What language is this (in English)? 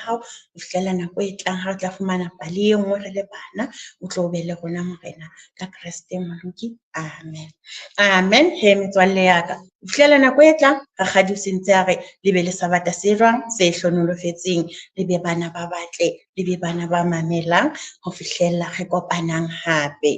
Southern Sotho